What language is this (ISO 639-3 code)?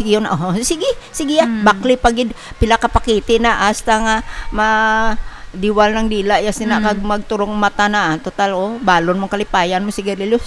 hil